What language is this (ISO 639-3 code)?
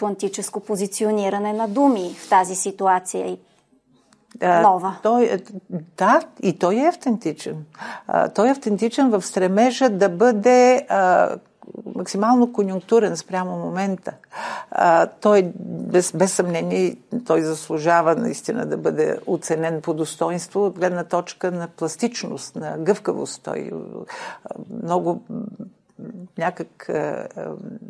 bul